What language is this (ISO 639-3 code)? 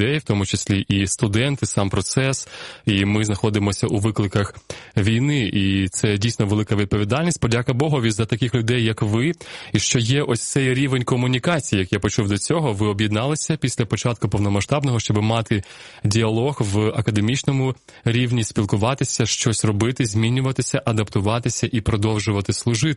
ukr